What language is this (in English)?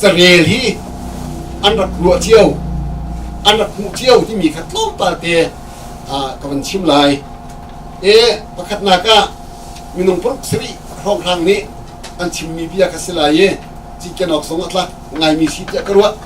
Hakha Chin